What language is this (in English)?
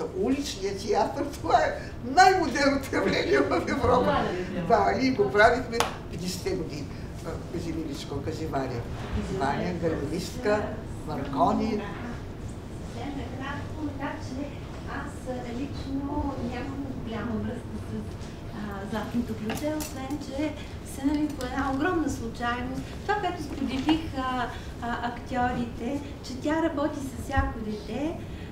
Bulgarian